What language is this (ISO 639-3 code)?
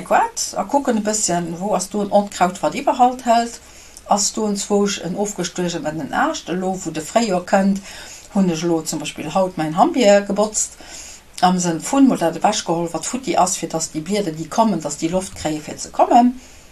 ltz